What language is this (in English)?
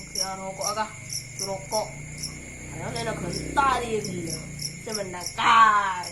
Madurese